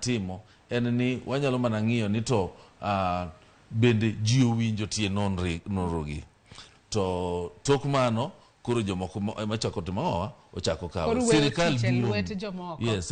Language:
Luo (Kenya and Tanzania)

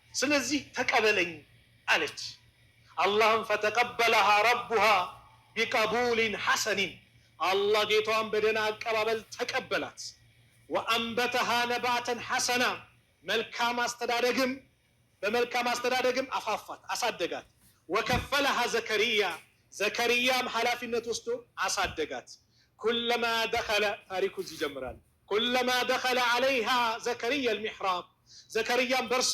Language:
Amharic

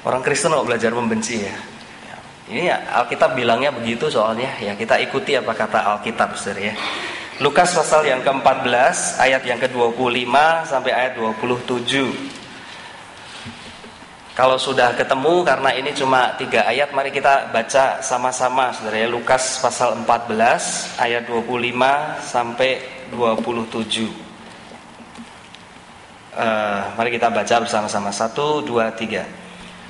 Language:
Indonesian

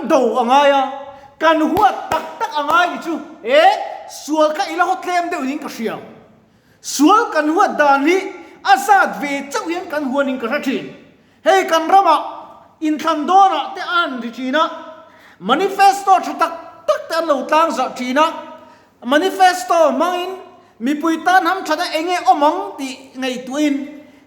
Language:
Mizo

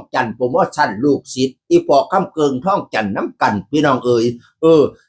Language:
Northeastern Thai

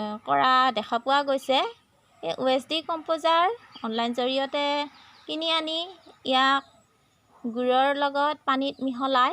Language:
Assamese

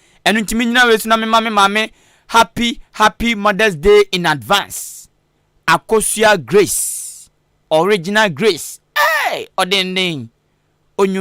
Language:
Akan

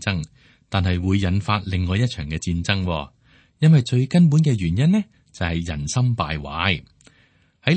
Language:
Cantonese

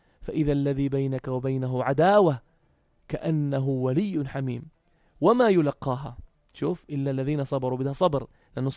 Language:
North Levantine Arabic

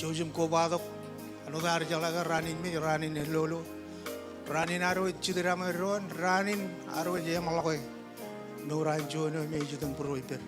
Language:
Marshallese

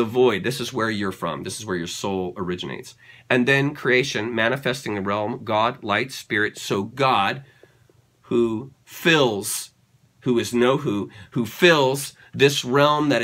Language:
English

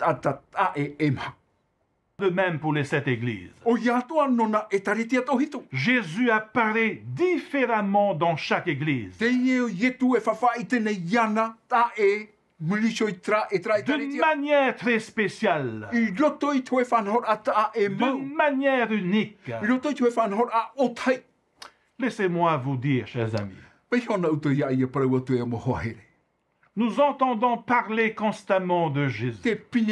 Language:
Tahitian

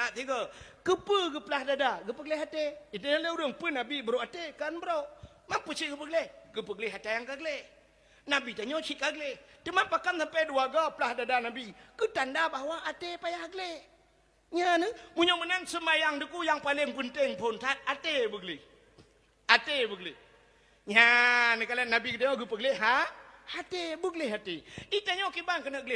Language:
Achinese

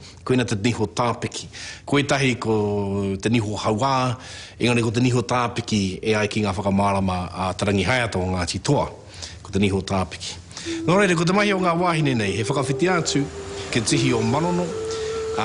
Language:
Māori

